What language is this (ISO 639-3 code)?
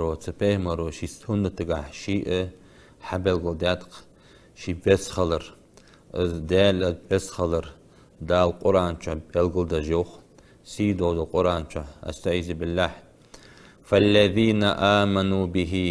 inh